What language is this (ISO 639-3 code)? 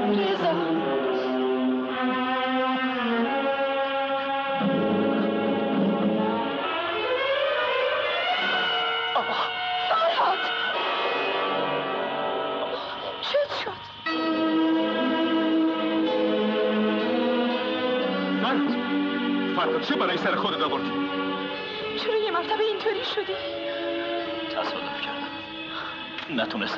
fas